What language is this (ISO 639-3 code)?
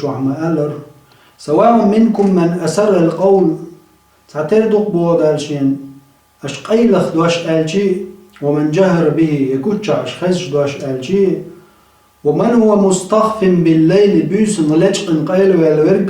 che